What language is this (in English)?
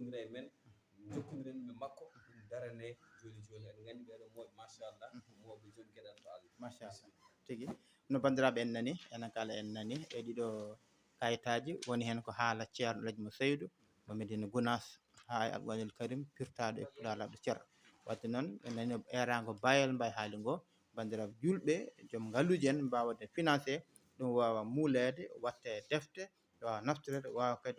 Fula